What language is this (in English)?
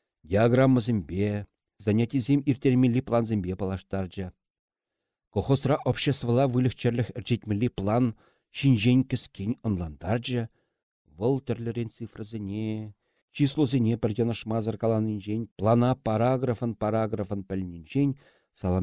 Chuvash